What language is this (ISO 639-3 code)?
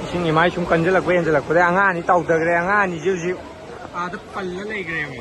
mni